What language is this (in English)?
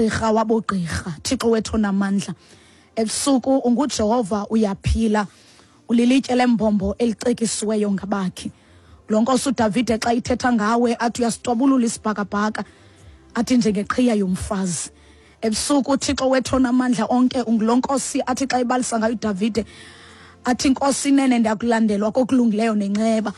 Xhosa